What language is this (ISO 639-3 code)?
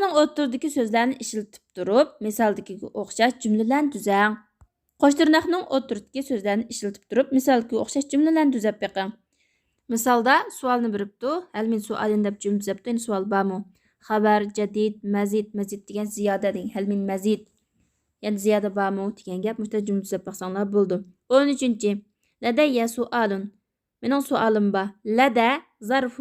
uig